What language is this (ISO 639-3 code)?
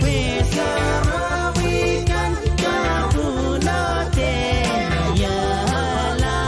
pon